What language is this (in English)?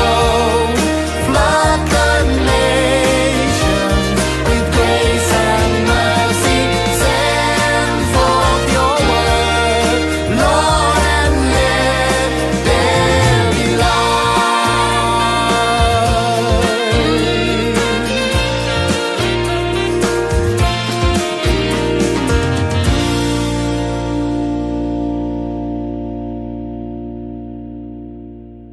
English